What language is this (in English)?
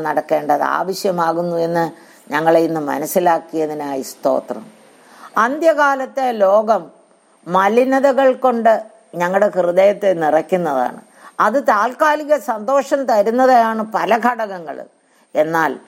Malayalam